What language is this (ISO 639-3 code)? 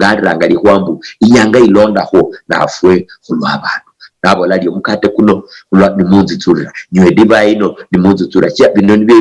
luy